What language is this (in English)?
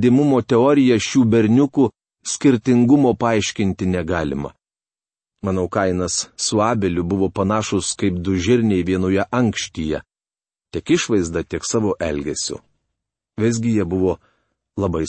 Lithuanian